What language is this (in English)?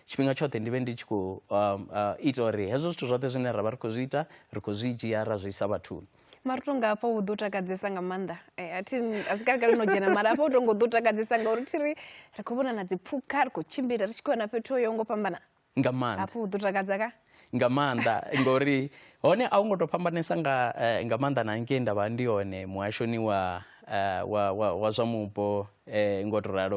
Venda